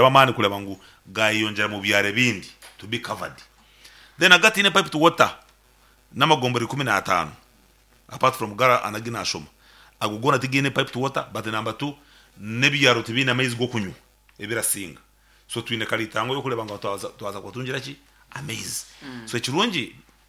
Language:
Nyankole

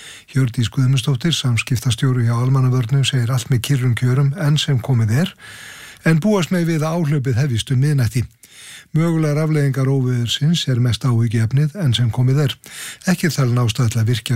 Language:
Icelandic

